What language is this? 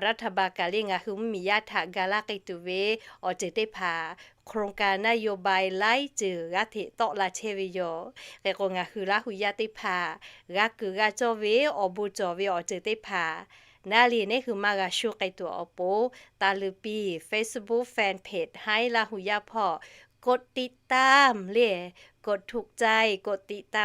Lahu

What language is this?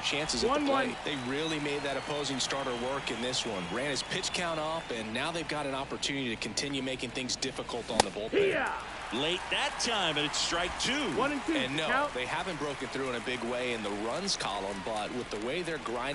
English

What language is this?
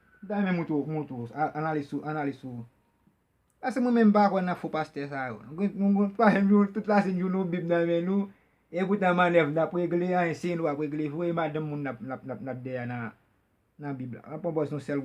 Haitian Creole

